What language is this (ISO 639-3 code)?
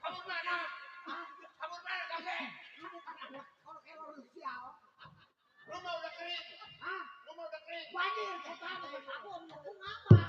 bew